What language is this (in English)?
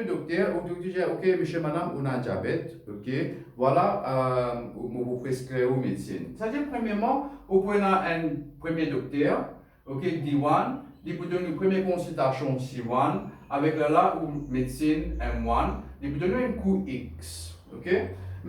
Morisyen